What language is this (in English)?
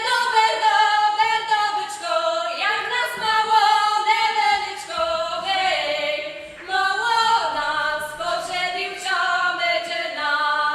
Rusyn